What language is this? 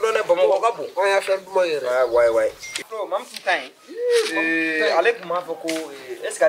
Bambara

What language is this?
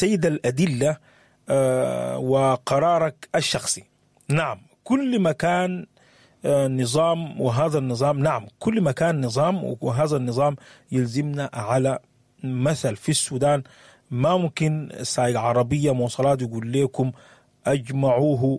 Sudanese Arabic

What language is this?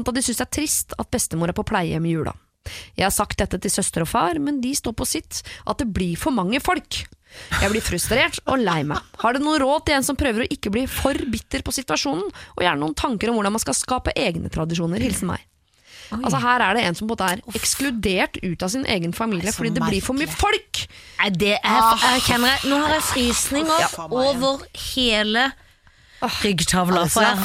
Norwegian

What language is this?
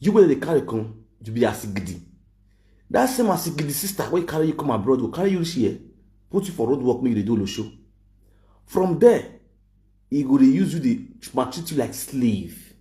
Nigerian Pidgin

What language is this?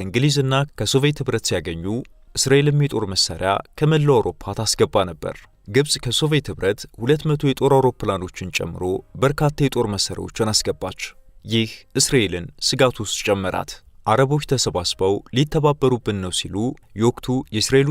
Amharic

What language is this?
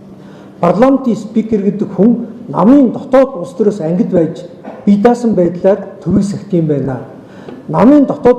Mongolian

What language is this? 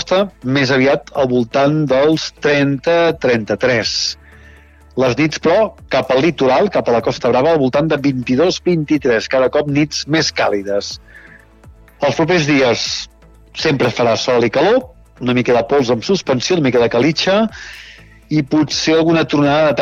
Catalan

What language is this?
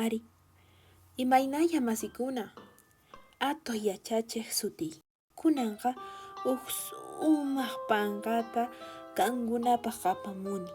Quechua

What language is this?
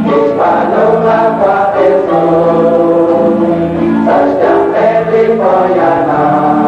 Kekchí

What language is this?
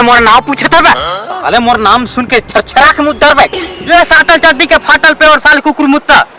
Chhattisgarhi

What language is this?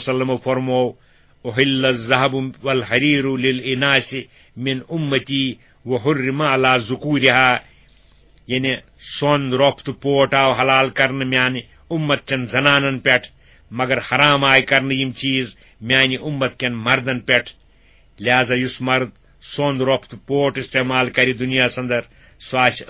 Kashmiri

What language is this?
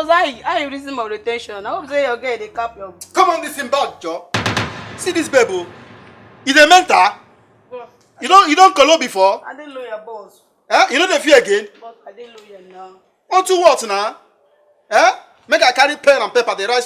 Nigerian Pidgin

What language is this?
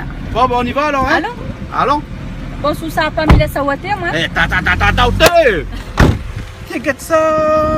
Réunion Creole French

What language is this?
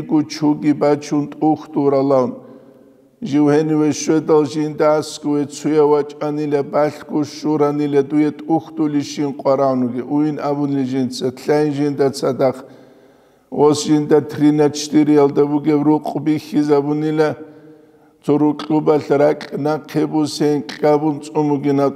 Avaric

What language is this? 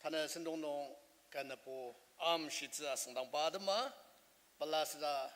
Ao Naga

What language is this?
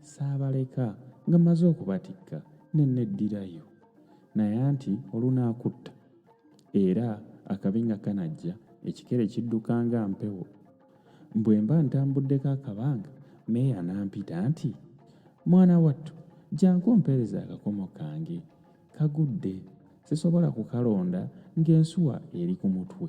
Ganda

